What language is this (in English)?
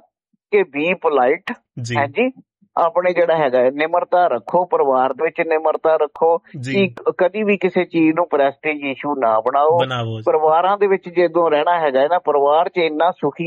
Punjabi